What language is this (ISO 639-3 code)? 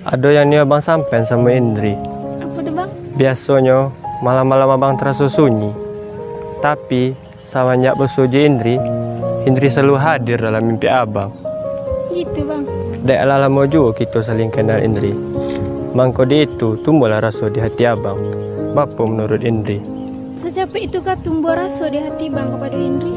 min